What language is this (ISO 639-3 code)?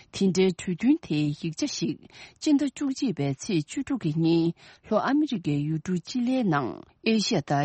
bod